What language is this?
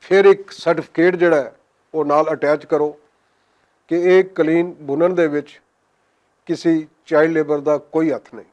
Western Panjabi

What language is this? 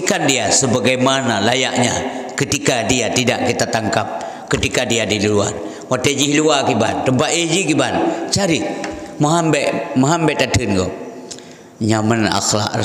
Achinese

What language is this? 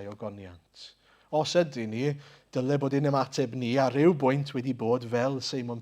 Welsh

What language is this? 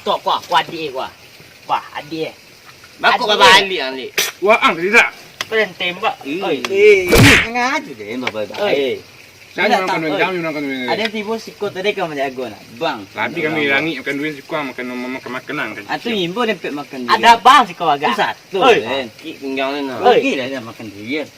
Minangkabau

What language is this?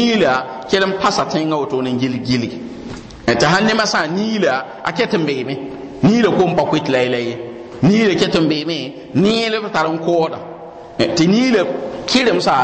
Mossi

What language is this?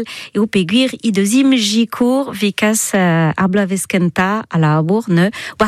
Breton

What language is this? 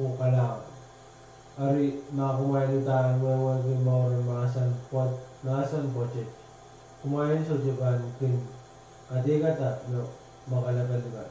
Pohnpeian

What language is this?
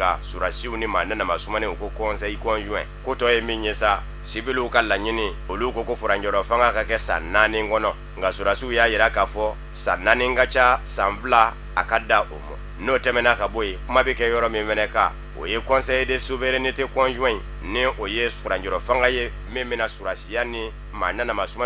Bambara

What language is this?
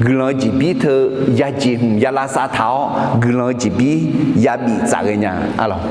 Akha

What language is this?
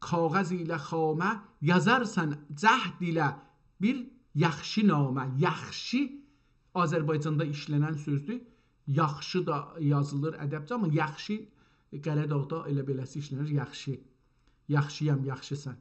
South Azerbaijani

